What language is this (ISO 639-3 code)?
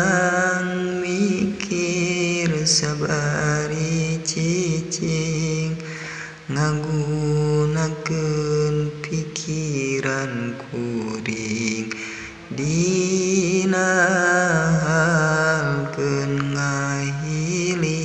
sun